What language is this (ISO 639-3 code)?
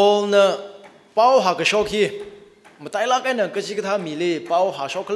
nmf